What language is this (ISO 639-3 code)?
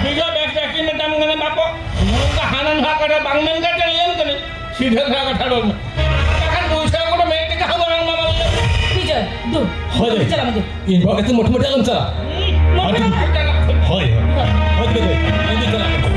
sat